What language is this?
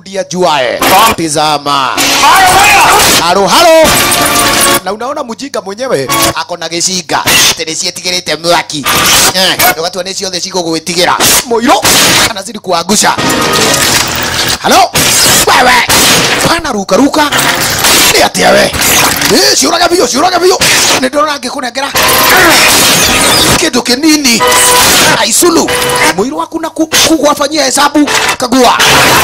Swahili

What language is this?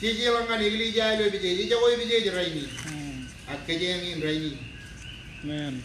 Marshallese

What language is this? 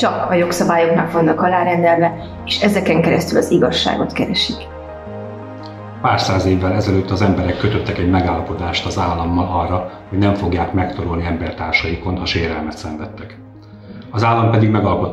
Hungarian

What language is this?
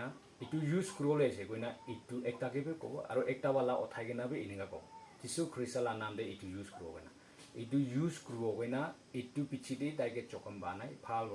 Naga Pidgin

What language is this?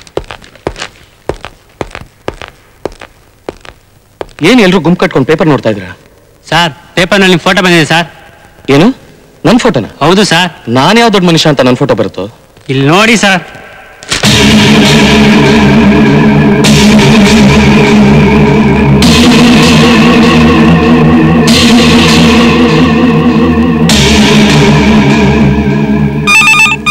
Kannada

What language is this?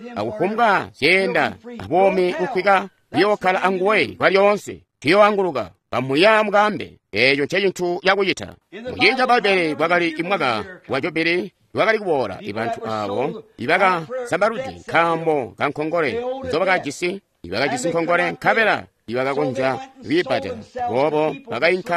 Tonga (Zambia)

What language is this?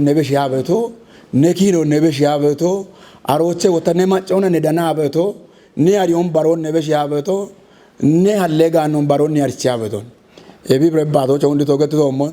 Kafa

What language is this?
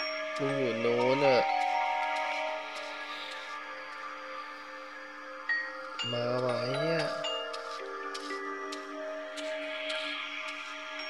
Thai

